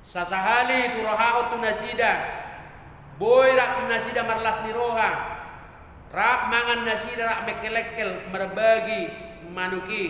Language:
Batak Toba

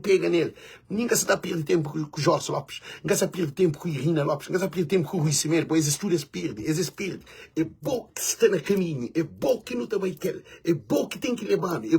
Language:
Kabuverdianu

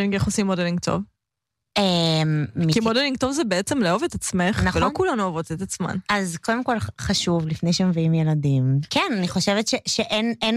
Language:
Hebrew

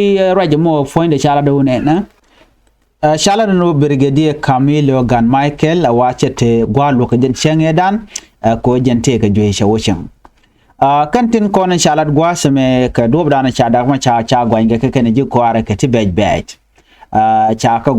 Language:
Nuer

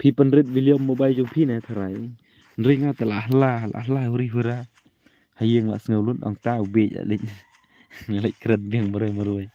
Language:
Khasi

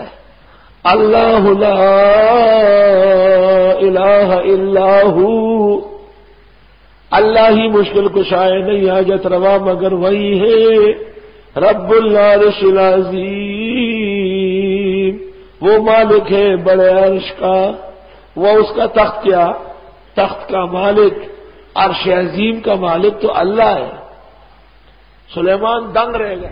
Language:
Urdu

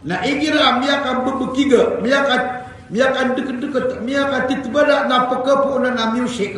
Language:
Maranao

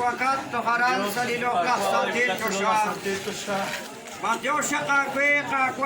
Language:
Kekchí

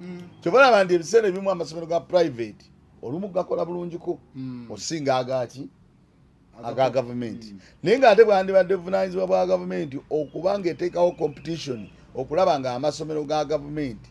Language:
Ganda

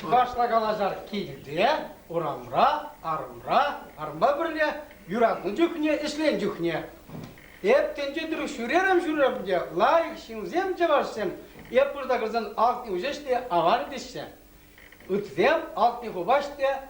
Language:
Chuvash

